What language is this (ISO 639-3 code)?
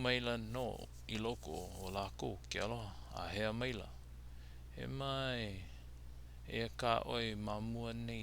haw